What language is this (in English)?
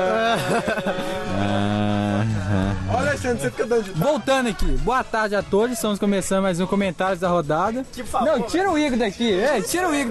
Portuguese